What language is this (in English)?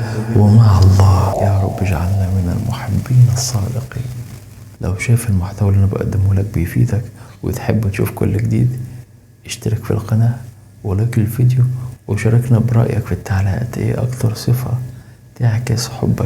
Egyptian Arabic